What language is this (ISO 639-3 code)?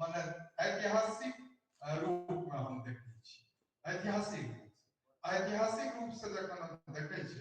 mai